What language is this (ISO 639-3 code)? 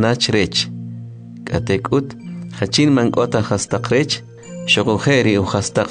quc